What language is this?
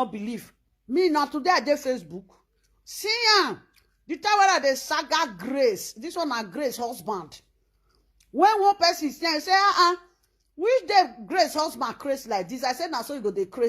Nigerian Pidgin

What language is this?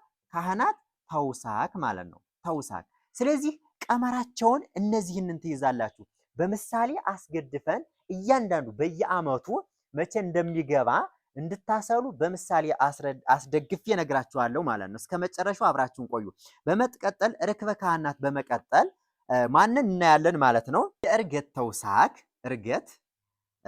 Amharic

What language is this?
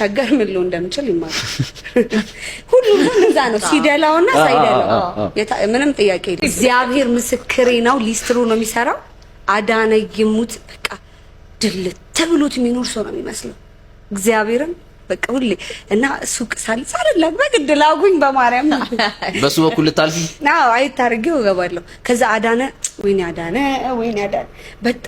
Amharic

